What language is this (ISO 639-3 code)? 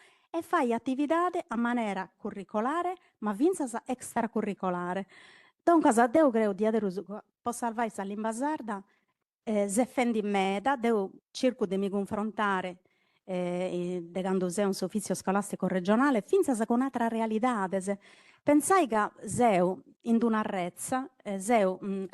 srd